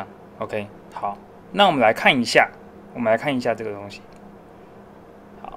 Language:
Chinese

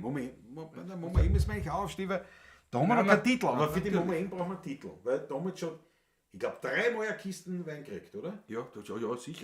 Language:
Bavarian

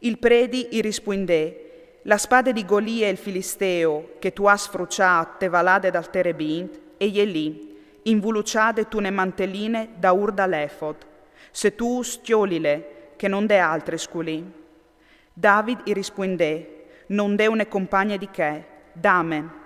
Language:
Friulian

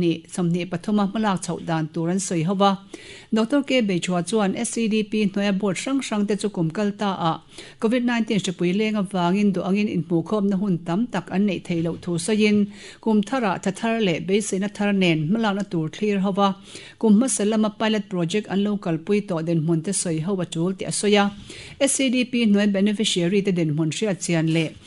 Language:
Mizo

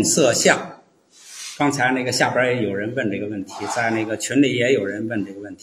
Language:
Chinese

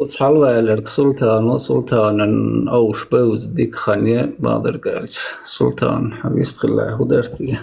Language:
Chechen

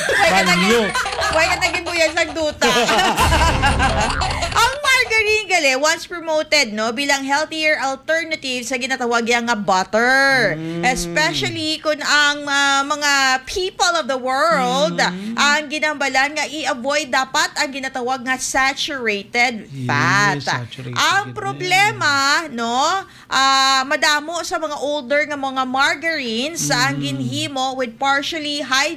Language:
Hiligaynon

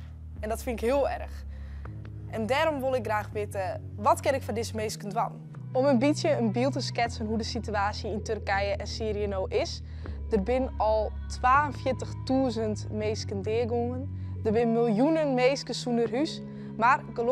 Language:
Western Frisian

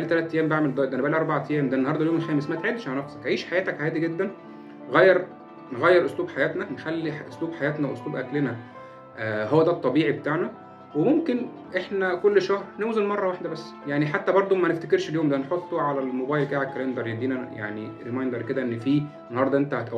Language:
Egyptian Arabic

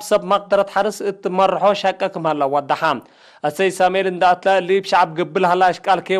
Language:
Tigre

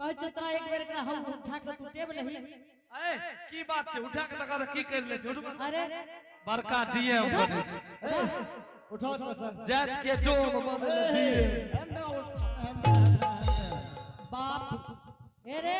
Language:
Angika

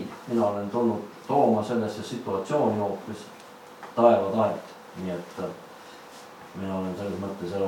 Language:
Estonian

